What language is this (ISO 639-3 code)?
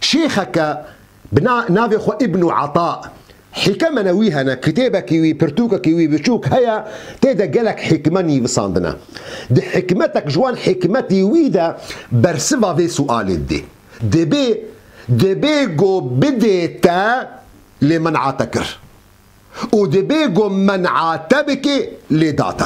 kur